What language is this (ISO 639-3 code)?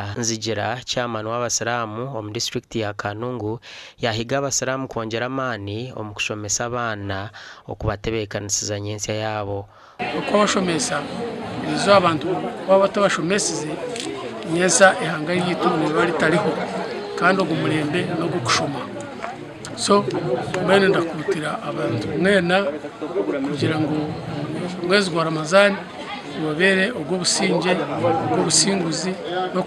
nyn